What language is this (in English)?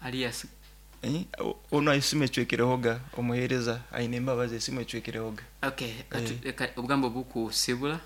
Nyoro